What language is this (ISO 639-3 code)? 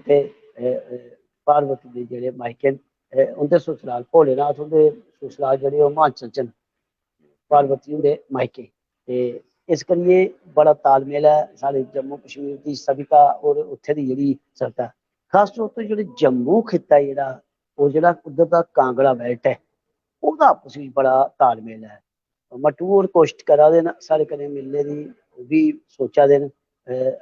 doi